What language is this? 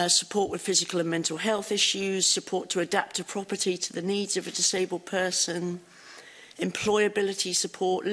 English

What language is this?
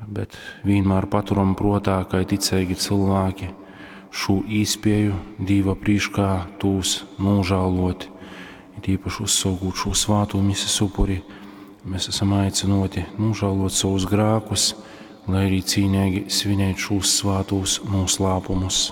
Latgalian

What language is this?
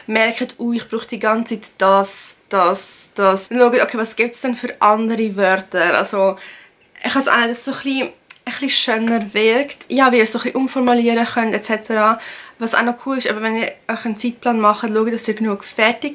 Swiss German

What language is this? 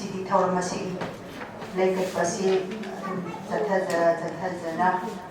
Manipuri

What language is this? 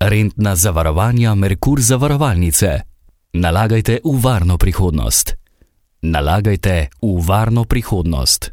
Slovenian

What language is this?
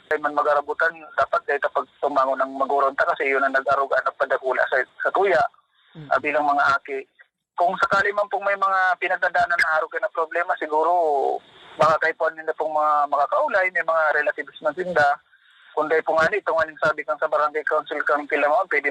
Bikol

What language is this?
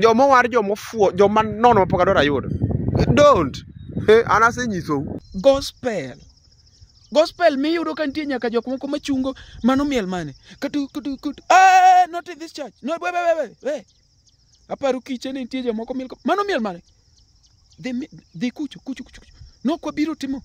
Luo (Kenya and Tanzania)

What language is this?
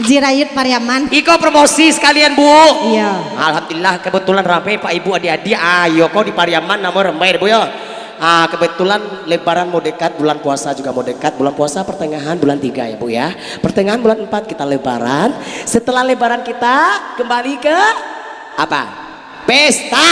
Minangkabau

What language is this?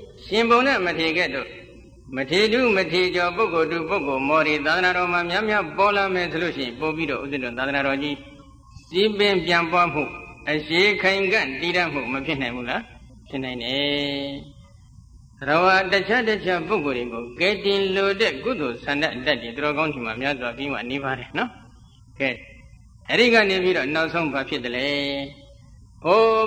Burmese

